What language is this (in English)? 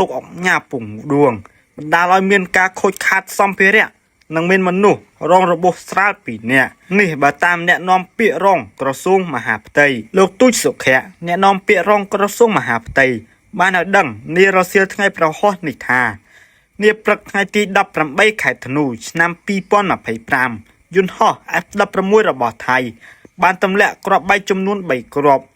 Khmer